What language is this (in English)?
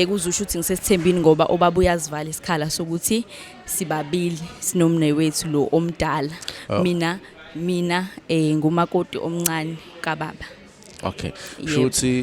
Zulu